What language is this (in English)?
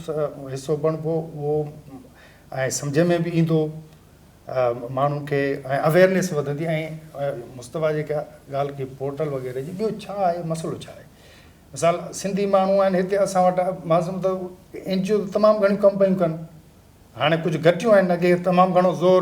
Sindhi